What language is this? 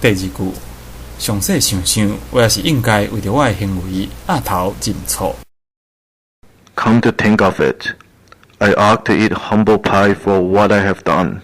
Min Nan Chinese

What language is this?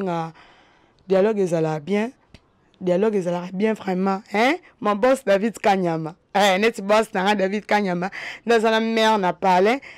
Lingala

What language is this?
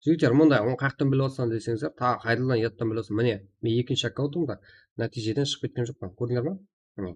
Kara-Kalpak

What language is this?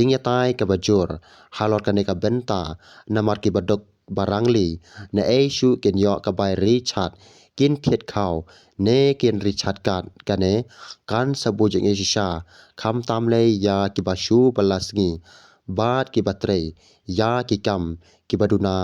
Khasi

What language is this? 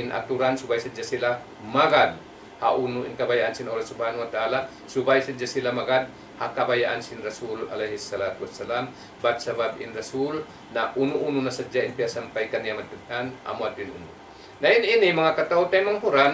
Tausug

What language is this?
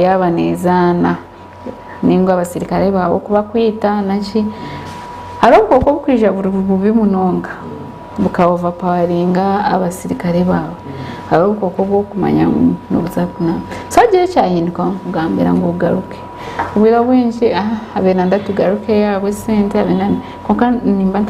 Nyankole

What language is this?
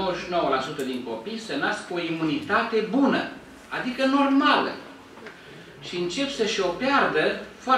Romanian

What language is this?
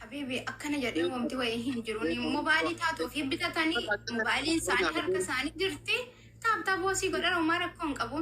Oromo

